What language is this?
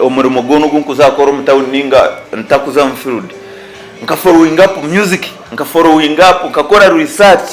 Nyankole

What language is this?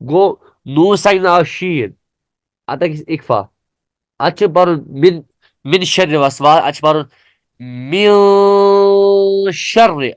Kashmiri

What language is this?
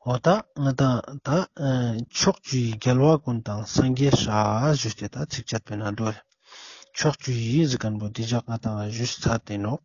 Ladakhi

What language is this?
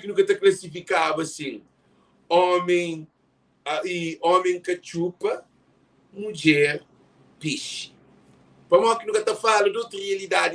Kabuverdianu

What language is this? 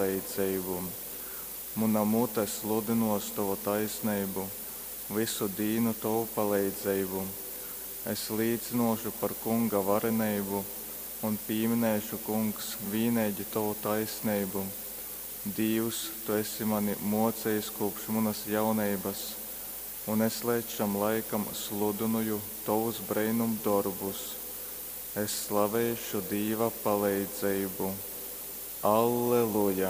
Latgalian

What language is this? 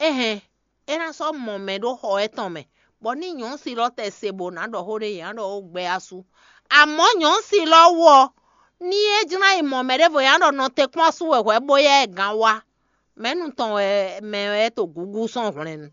Fon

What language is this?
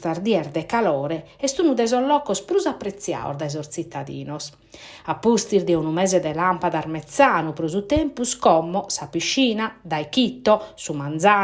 Sardinian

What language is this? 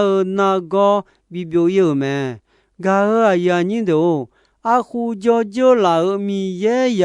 Akha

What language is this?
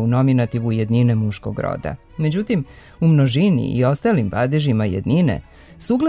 Serbian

